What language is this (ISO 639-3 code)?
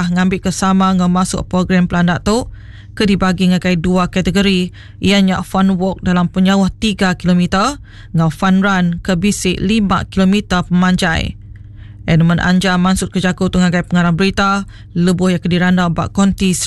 iba